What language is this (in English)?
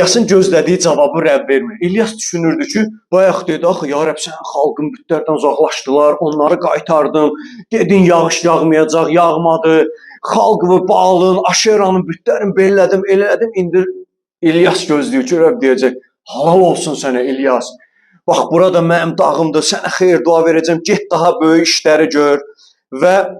Azerbaijani